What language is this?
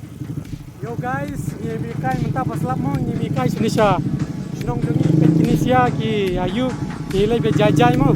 Khasi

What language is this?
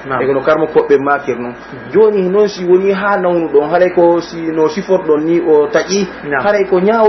Pular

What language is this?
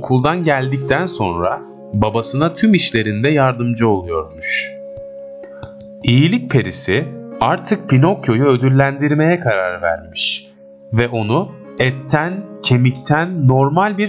Turkish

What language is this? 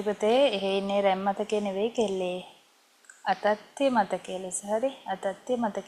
Sinhala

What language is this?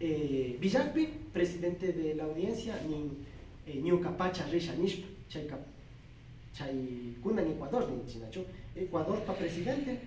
Imbabura Highland Quichua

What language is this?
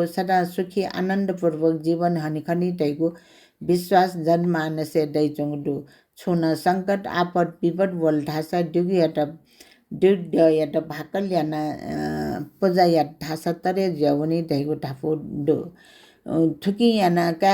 Newari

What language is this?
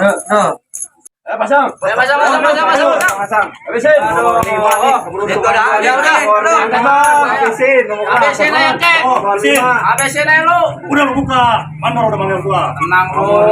Betawi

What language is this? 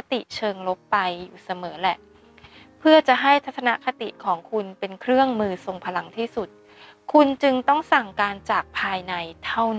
Thai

